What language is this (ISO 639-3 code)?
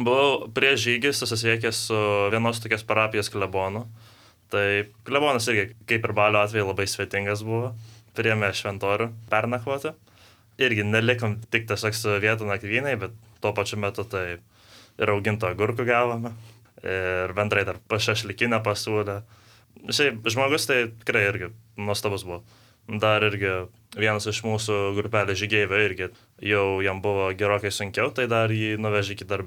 lit